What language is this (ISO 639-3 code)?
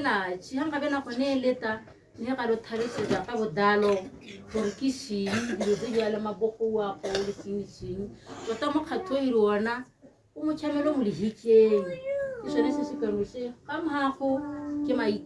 tsn